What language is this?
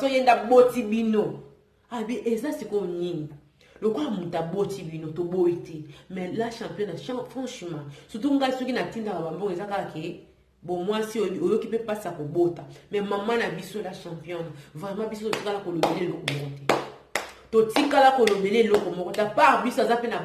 Lingala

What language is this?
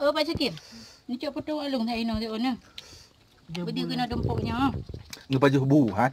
Achinese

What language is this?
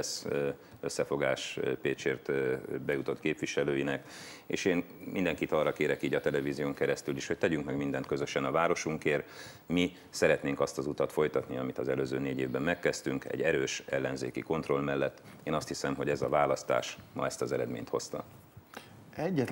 Hungarian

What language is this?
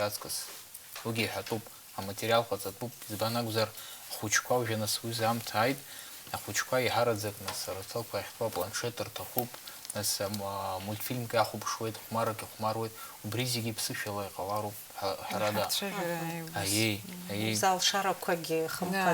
Abkhazian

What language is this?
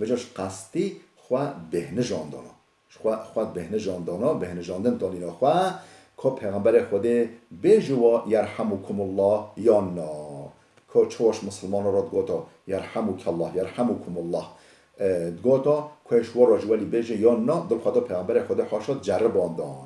Kurdish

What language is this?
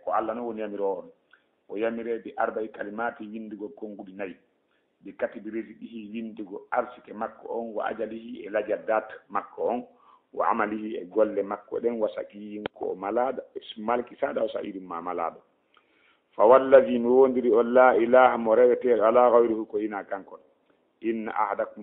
Fula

